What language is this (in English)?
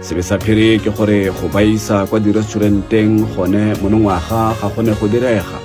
Tswana